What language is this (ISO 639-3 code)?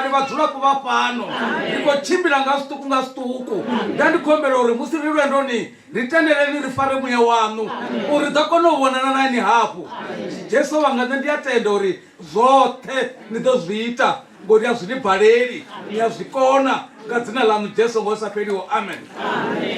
ven